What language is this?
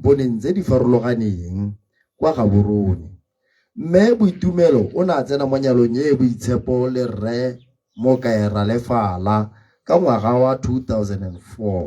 Tswana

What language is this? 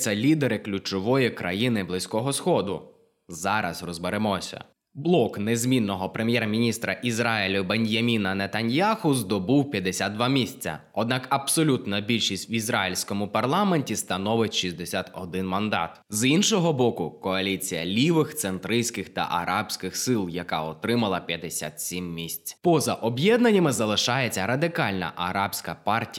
Ukrainian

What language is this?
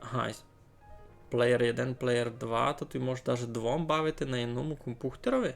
Rusyn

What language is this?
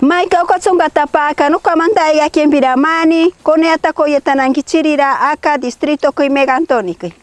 Machiguenga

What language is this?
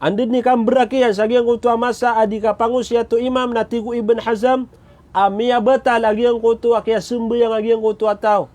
Maranao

